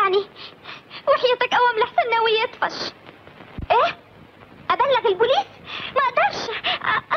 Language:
Egyptian Arabic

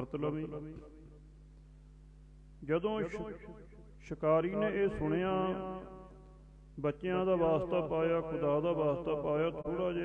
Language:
Punjabi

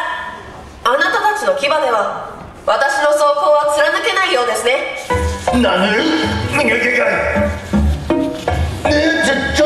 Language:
Japanese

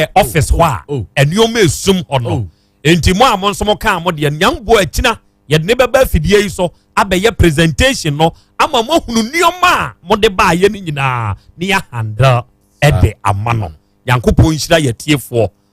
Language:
Akan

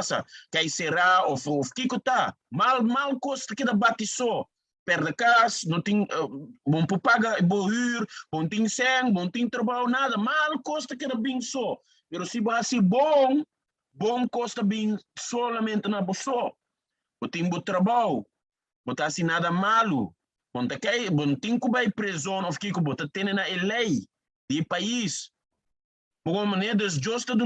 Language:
Papiamento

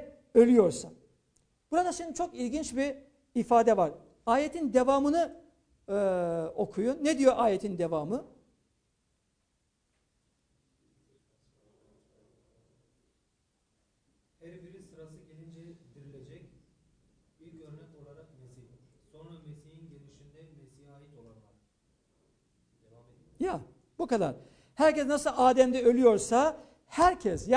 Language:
Turkish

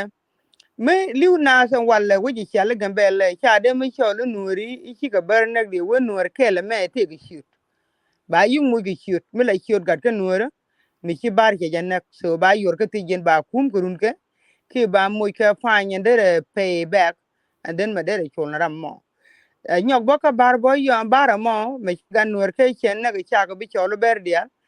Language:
Nuer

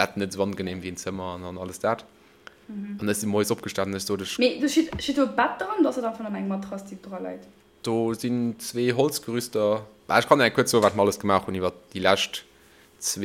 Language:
Luxembourgish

